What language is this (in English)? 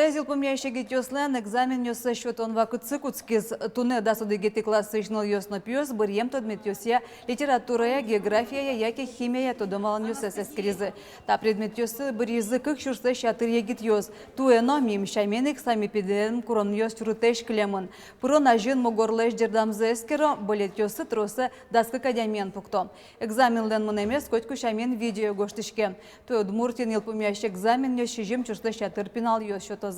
Udmurt